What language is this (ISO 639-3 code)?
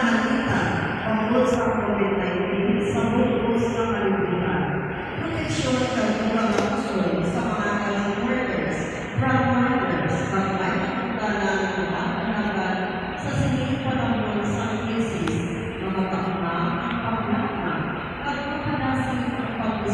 hil